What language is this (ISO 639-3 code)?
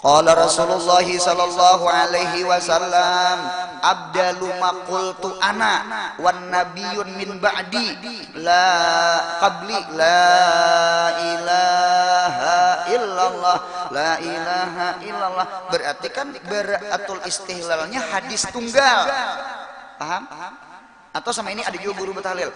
bjn